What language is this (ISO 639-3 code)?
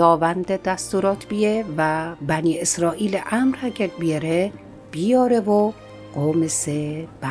mzn